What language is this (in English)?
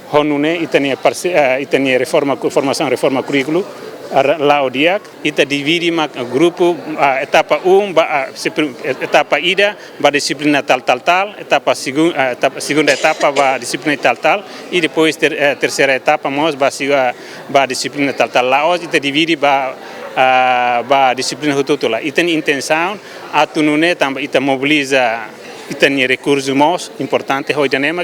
Tetum